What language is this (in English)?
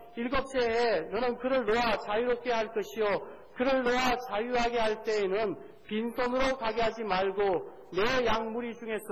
Korean